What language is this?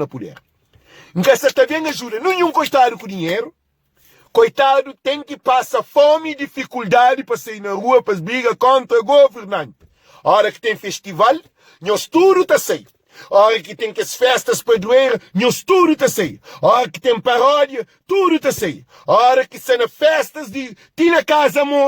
Kabuverdianu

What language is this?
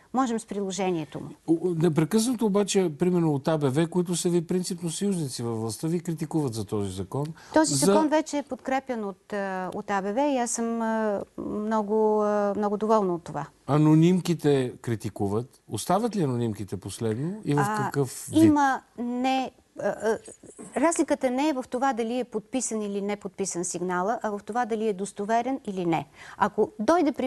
Bulgarian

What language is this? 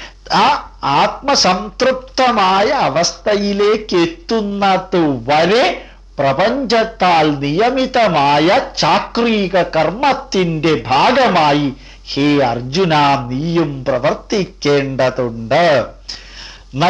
Malayalam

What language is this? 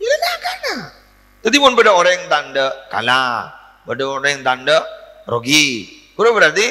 Madurese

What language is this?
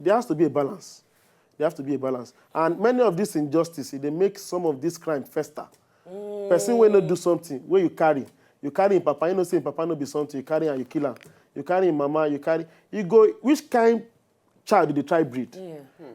Nigerian Pidgin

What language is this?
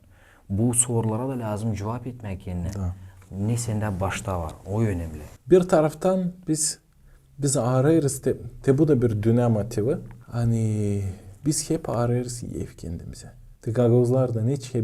Gagauz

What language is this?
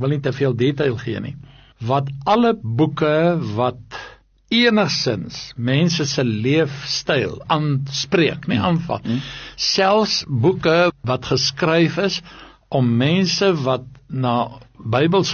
Afrikaans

